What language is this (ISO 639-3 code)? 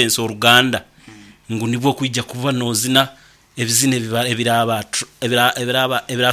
nyo